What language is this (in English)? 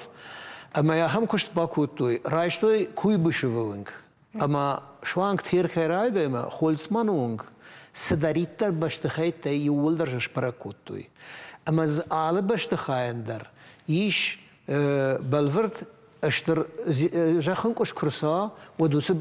Ossetic